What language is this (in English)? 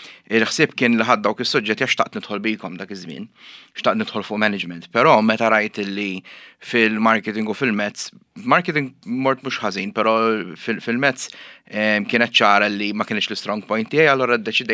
Maltese